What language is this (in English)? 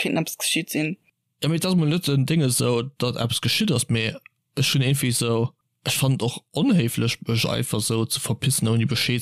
Luxembourgish